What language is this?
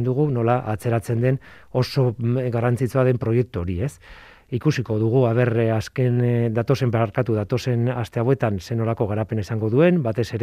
Basque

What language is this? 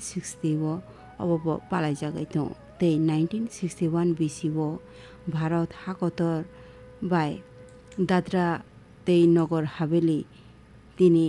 Kok Borok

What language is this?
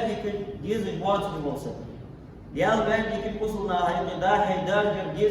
Ingush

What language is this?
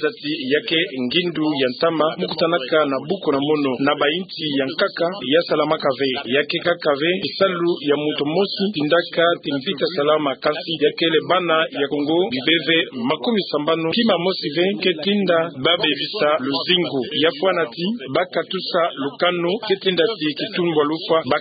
Kituba (Democratic Republic of Congo)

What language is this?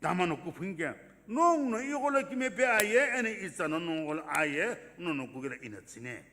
Sumi Naga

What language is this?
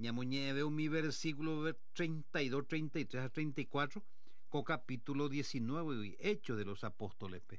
Guarani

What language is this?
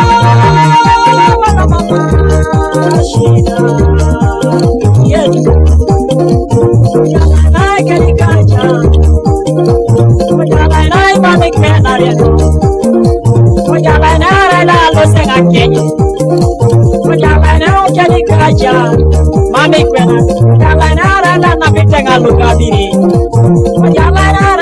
Swahili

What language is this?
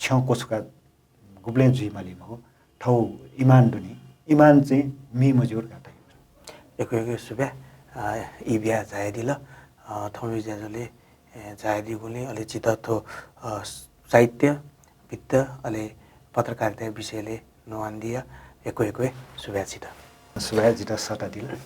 Newari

